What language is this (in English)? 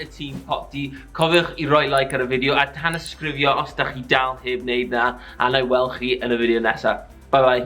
Welsh